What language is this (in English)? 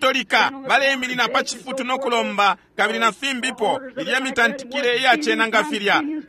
Bemba